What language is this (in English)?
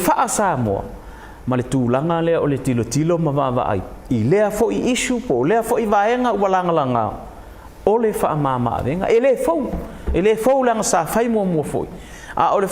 Samoan